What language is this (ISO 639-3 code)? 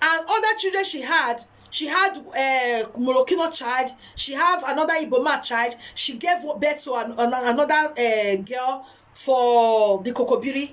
pcm